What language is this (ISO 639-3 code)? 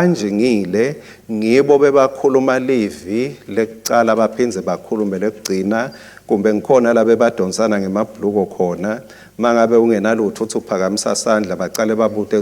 ssw